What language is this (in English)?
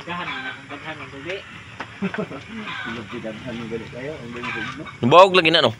Cebuano